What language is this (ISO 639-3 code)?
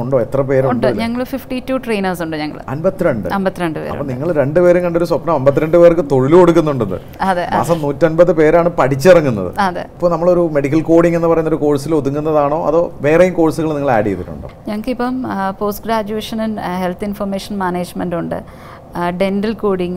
mal